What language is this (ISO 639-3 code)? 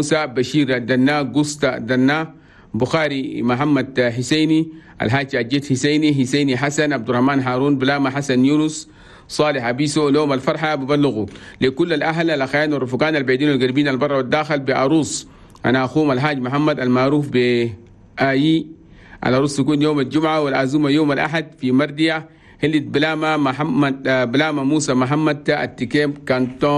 shu